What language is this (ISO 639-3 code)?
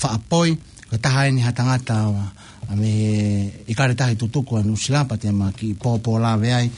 ton